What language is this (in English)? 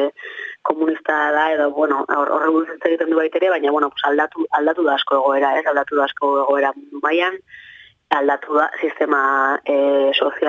Basque